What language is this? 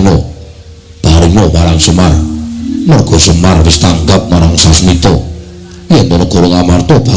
Javanese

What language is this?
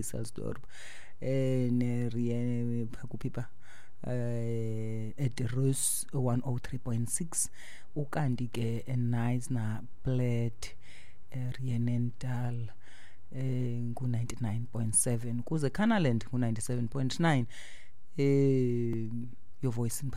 Xhosa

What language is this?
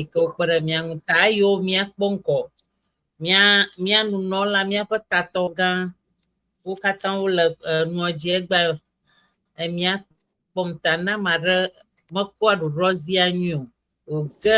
Ewe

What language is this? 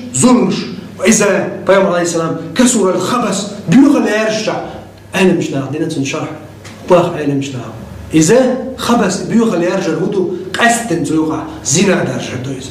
Chechen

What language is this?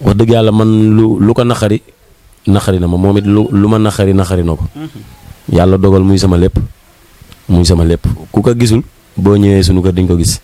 Wolof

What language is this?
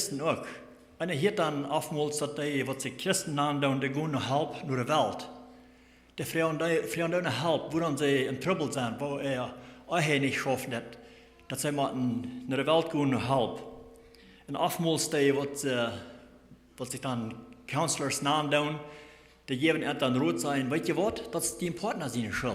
Plautdietsch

